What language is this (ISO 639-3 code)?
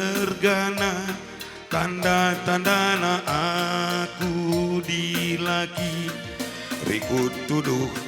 btx